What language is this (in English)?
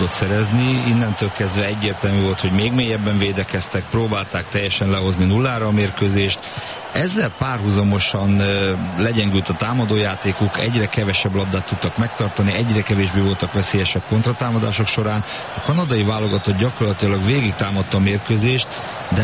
Hungarian